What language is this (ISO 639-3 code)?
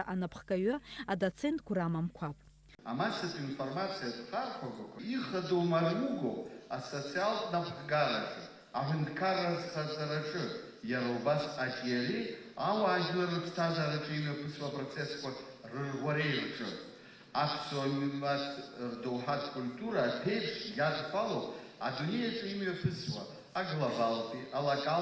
abk